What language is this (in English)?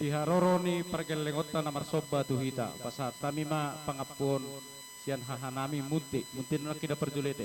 Batak Toba